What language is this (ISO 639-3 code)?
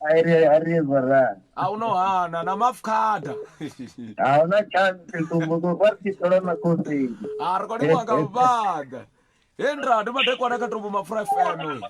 ven